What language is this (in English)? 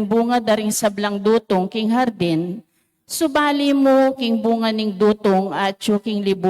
Pampanga